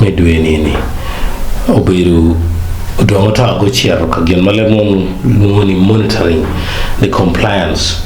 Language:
Acoli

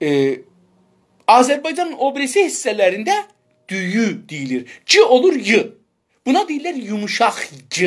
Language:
South Azerbaijani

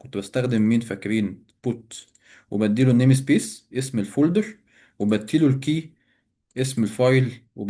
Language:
Egyptian Arabic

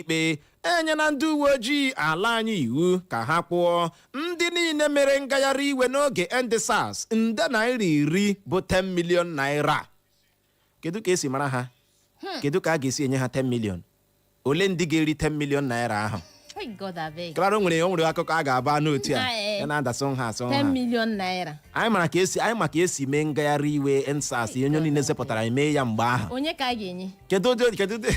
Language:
Igbo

